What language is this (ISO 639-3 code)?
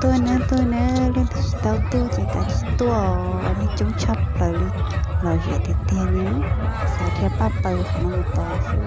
hmn